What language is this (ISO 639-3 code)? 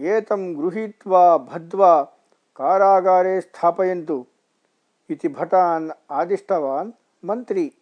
san